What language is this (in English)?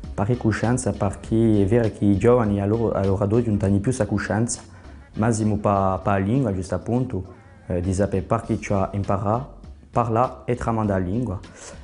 Corsican